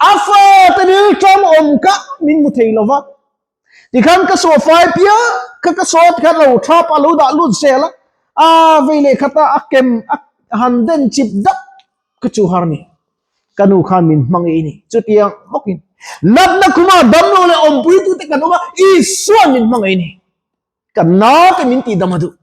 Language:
Mizo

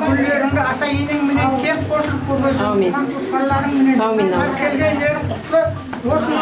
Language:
Kara-Kalpak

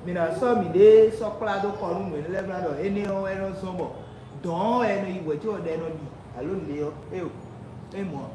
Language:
Fon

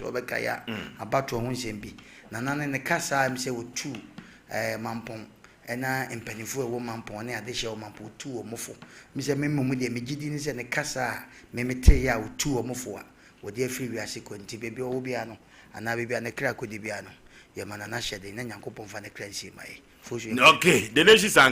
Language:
Akan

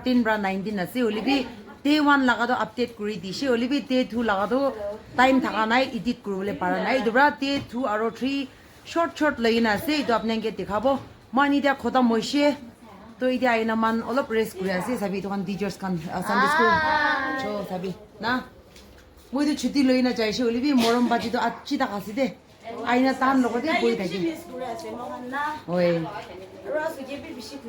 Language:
Naga Pidgin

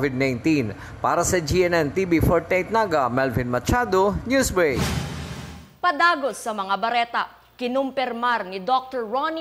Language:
Bikol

